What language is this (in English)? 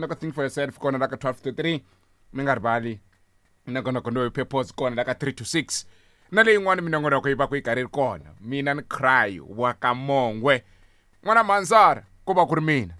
Tsonga